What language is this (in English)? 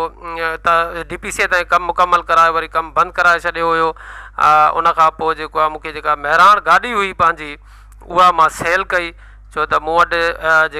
Sindhi